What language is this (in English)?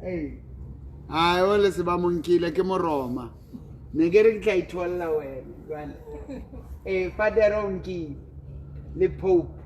Southern Sotho